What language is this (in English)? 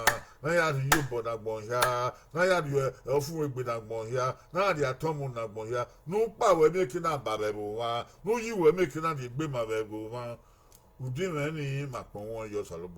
Bini